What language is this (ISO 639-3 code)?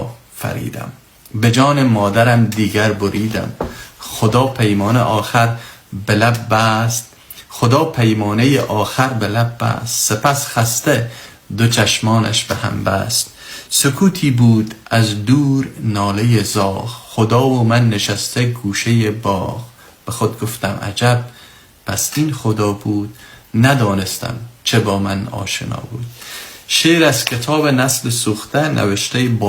fas